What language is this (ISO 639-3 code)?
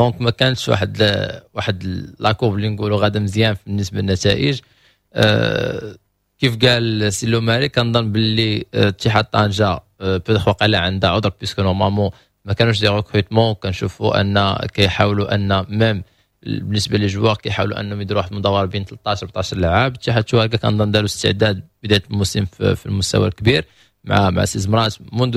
ary